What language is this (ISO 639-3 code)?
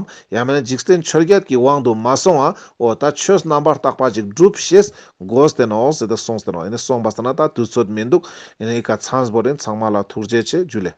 lbj